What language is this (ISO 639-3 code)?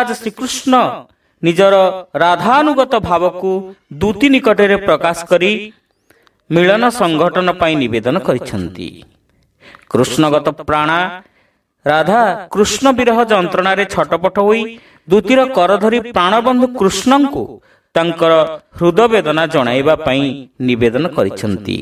ori